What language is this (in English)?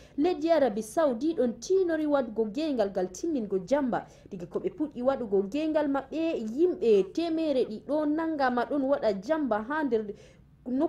Fula